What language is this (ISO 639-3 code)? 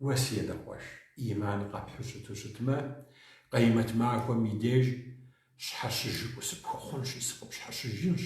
kbd